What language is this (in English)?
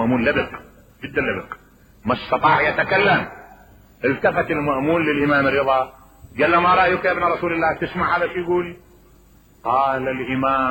Mesopotamian Arabic